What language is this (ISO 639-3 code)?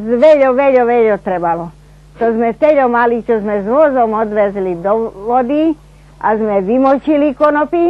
rue